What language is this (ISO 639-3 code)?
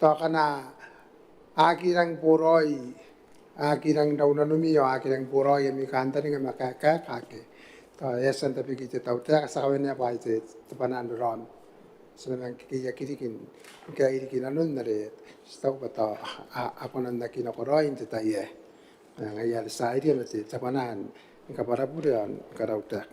gil